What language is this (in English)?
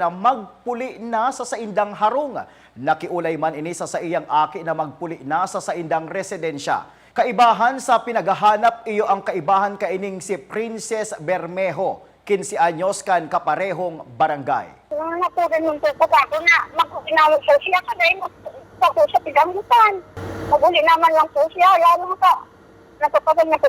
Bikol